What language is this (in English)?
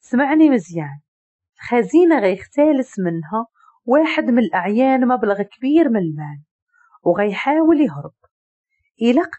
Moroccan Arabic